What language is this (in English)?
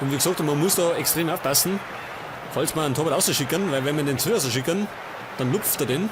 Bavarian